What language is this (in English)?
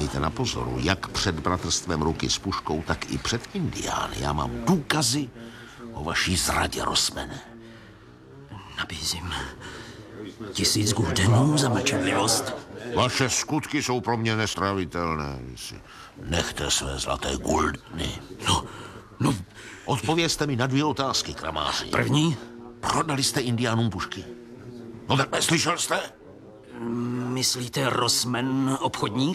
Czech